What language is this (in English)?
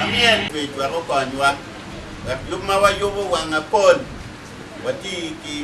Acoli